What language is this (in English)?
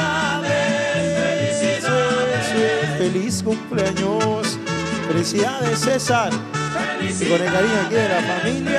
Spanish